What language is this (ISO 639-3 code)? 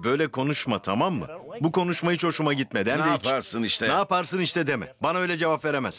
tur